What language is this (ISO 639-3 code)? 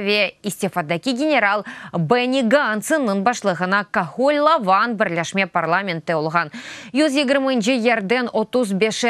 crh